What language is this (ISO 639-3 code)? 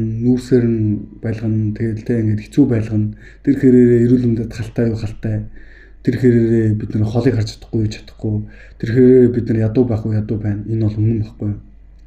mon